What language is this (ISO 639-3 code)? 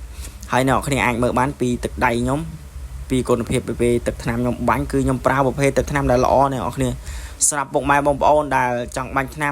khm